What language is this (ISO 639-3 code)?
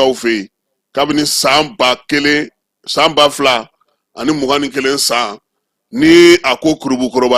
bam